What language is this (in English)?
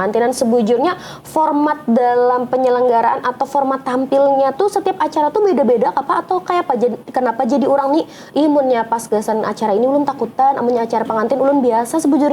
Banjar